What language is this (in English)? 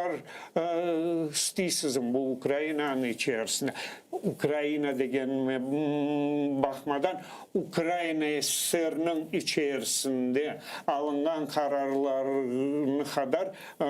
Crimean Tatar